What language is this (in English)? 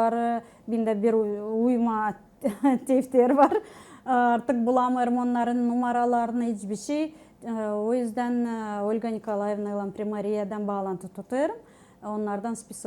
Gagauz